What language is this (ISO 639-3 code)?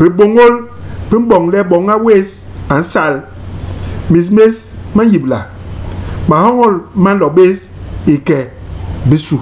bas